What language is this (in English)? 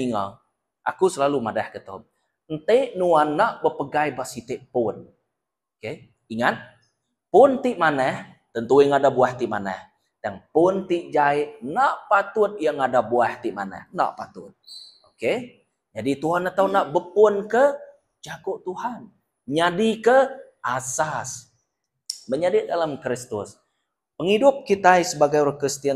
Iban